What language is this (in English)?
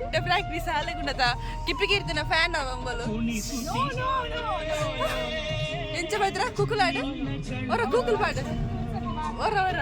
Tulu